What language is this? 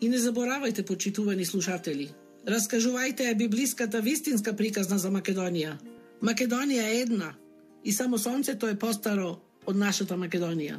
Macedonian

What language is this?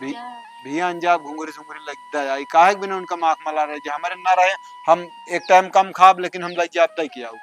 Awadhi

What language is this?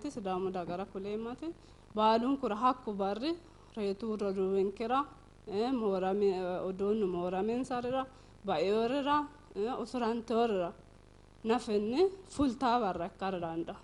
Sidamo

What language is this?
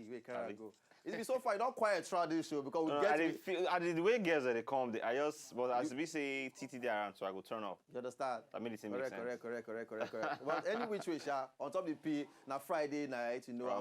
Nigerian Pidgin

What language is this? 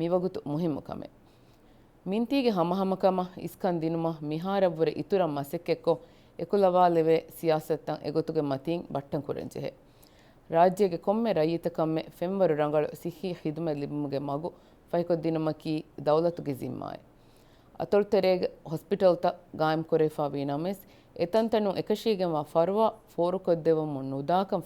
Divehi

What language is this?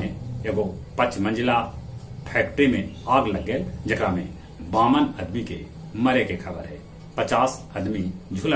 Magahi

